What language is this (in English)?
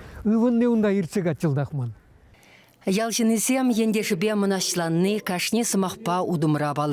Chuvash